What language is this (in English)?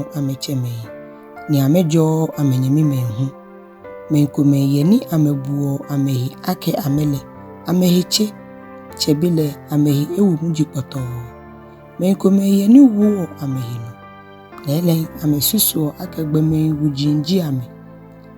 Ga